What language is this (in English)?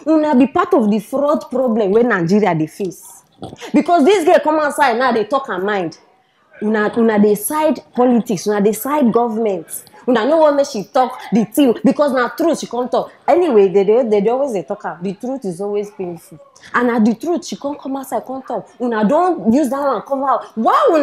Nigerian Pidgin